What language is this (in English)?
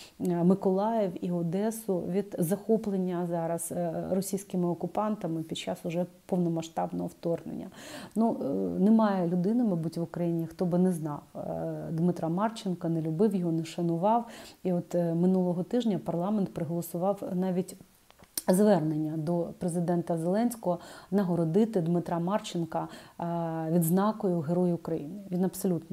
Ukrainian